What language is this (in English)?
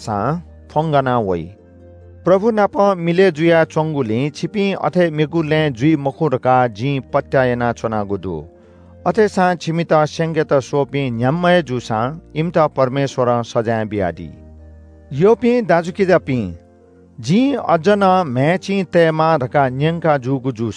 Newari